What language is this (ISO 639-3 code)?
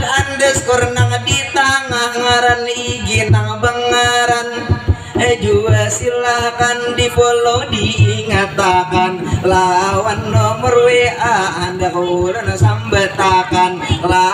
bjn